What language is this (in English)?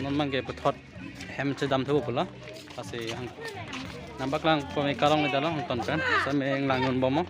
Karbi